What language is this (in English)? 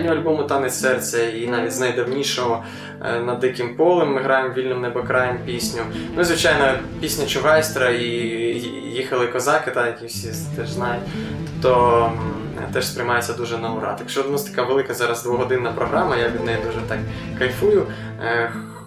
Ukrainian